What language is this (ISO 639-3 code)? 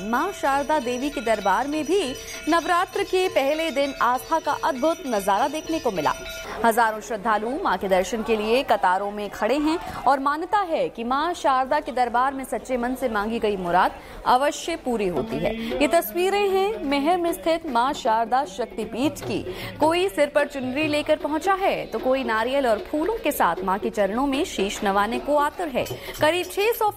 hin